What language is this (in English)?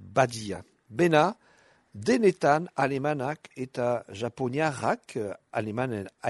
Basque